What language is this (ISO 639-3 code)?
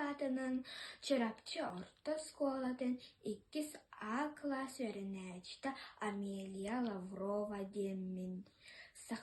sah